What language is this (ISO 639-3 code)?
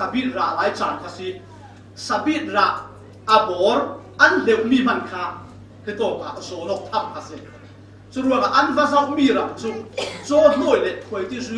cfm